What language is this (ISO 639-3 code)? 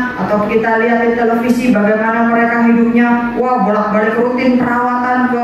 ind